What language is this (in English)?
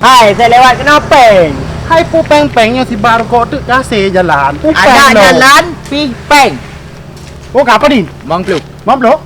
Achinese